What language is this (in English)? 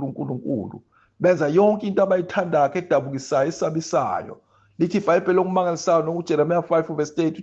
Zulu